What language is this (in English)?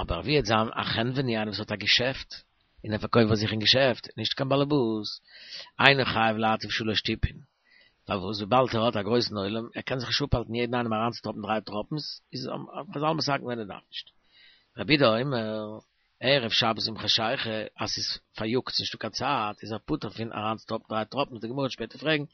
Yiddish